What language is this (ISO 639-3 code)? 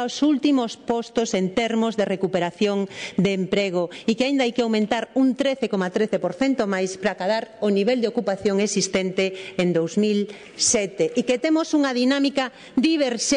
glg